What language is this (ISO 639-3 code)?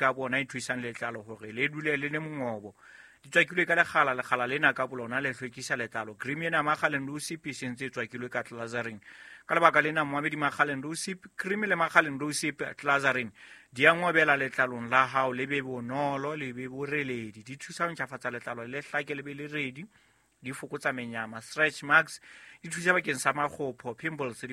sot